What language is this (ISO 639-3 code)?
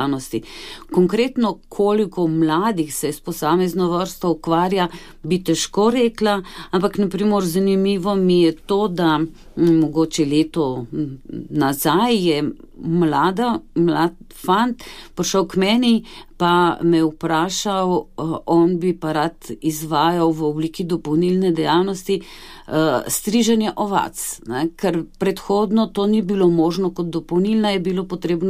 slv